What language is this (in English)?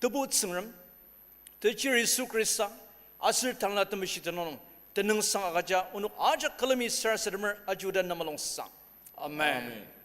Ao Naga